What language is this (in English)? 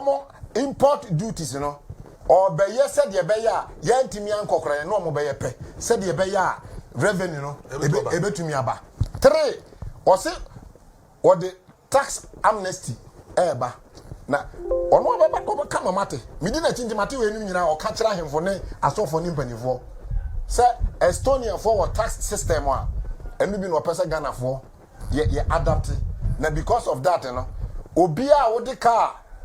Akan